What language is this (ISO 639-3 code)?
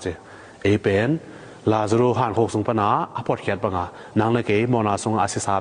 ctd